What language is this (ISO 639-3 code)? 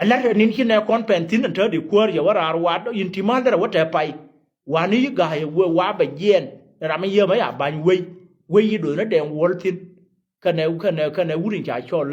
nus